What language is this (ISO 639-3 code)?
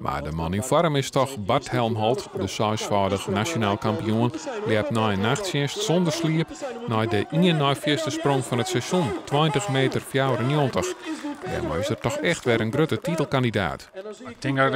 fry